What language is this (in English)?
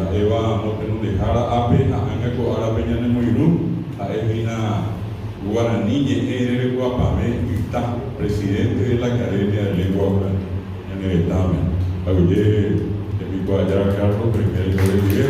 Guarani